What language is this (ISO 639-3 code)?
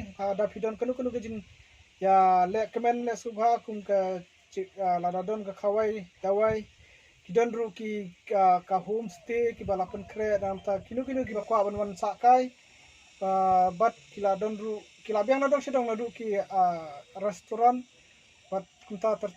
kha